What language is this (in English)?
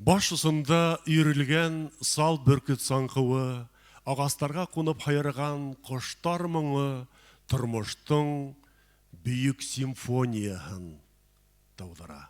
Bashkir